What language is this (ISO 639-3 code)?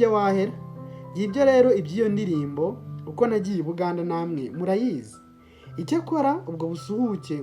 kin